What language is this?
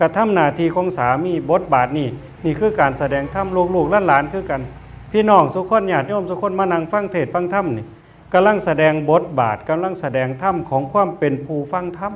Northeastern Thai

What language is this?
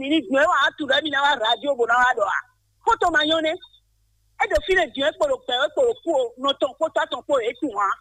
Fon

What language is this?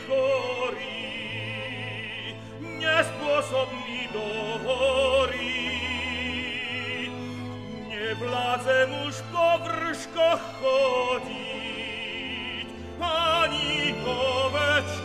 Slovak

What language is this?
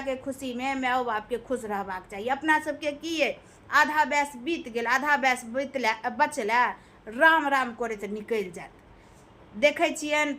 Maithili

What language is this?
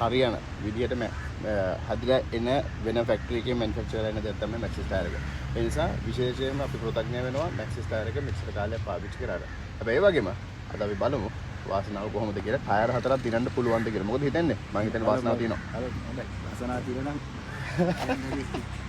Sinhala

